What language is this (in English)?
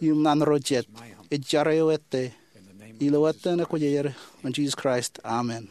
Marshallese